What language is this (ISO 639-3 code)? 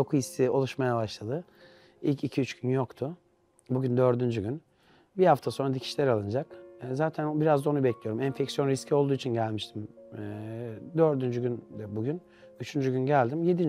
tur